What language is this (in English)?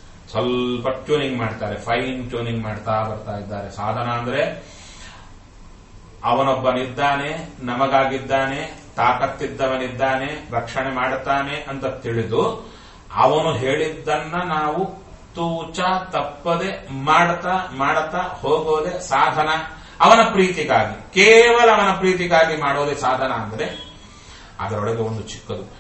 Kannada